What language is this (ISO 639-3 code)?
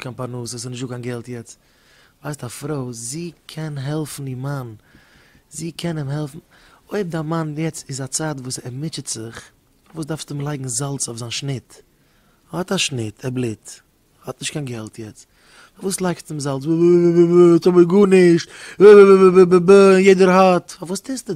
yid